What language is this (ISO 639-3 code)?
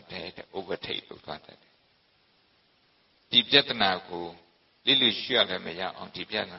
mya